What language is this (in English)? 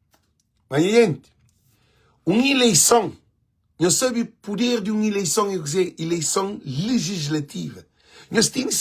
Kabuverdianu